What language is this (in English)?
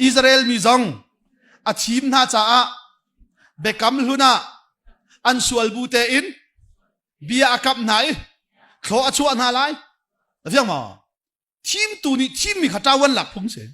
Hakha Chin